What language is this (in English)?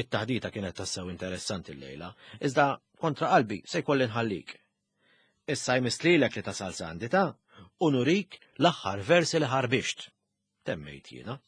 Maltese